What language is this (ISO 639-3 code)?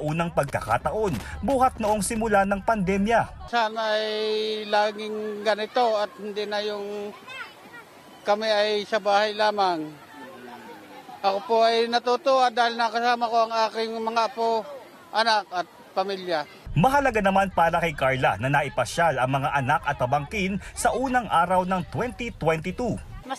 fil